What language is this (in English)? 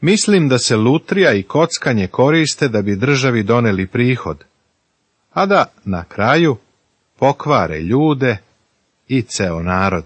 Serbian